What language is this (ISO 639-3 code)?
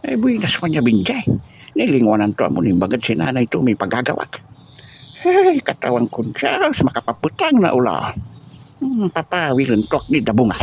pag